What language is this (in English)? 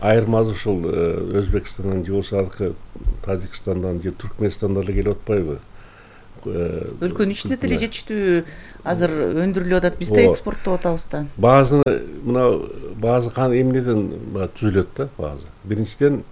Kyrgyz